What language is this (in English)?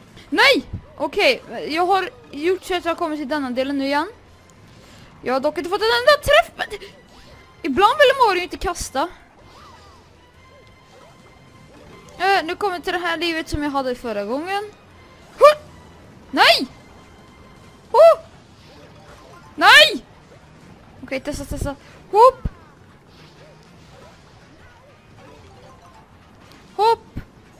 Swedish